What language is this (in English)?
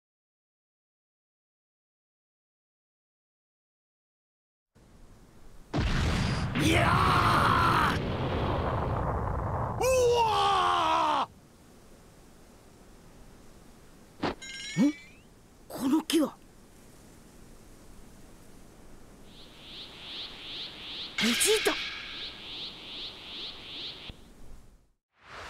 Japanese